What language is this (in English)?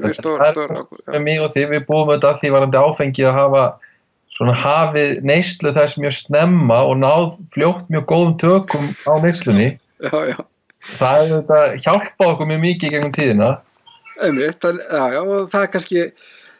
Icelandic